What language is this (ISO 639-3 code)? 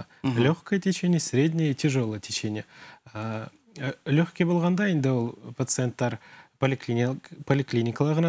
bak